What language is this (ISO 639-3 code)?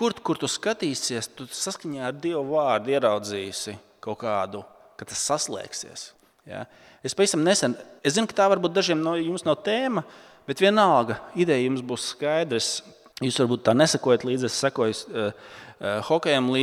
lav